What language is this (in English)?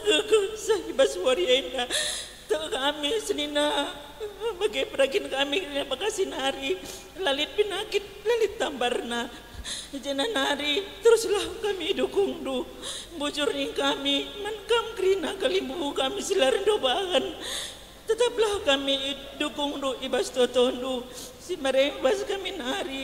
Batak Karo